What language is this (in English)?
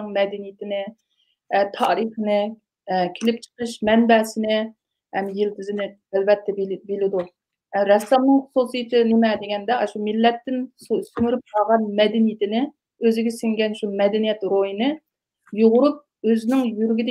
Uyghur